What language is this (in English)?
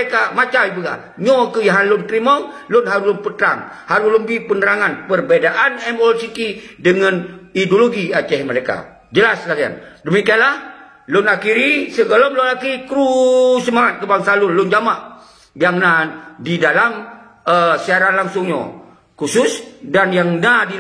Achinese